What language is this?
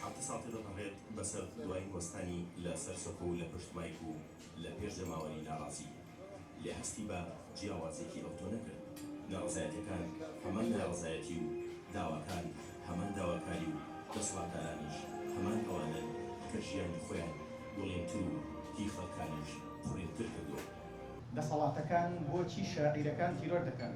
Central Kurdish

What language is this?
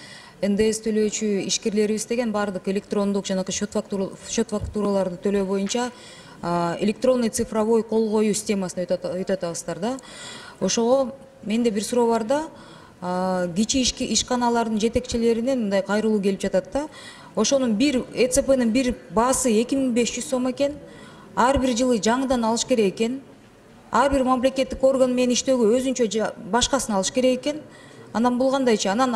Kyrgyz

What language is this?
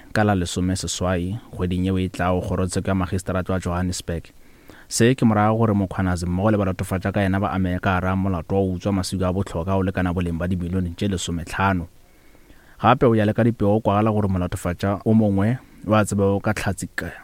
Northern Sotho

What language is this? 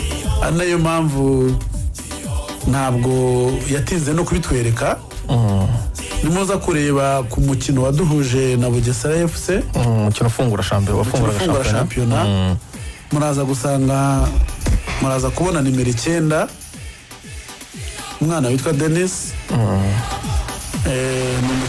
Kinyarwanda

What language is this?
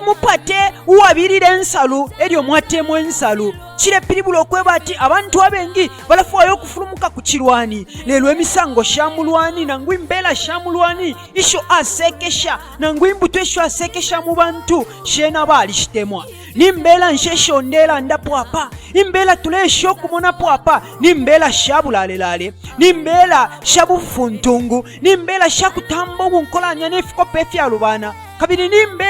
Bemba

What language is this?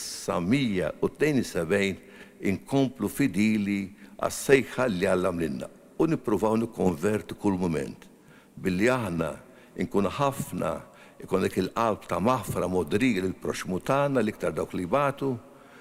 Maltese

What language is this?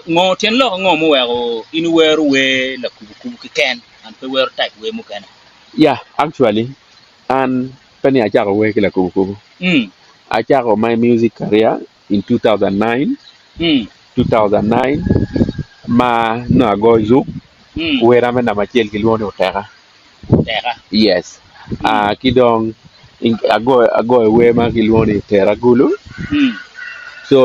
Acoli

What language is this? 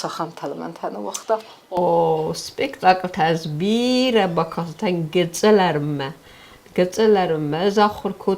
Ossetic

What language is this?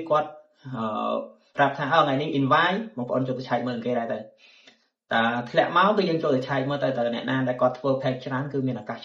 Khmer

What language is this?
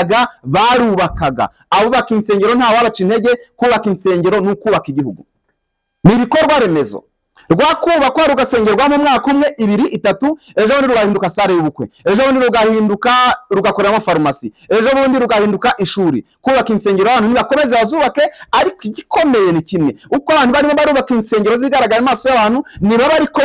Kinyarwanda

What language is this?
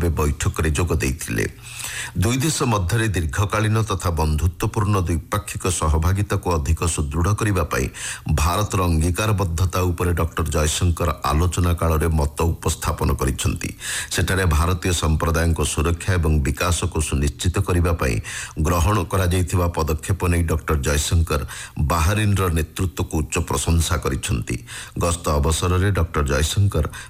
Odia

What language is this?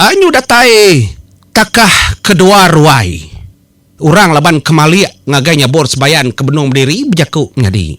Iban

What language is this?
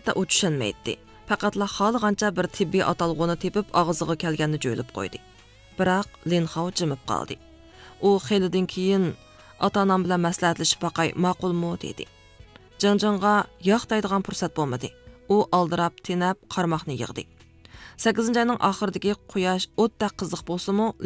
Uyghur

